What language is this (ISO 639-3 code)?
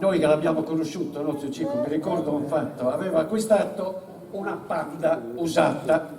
srd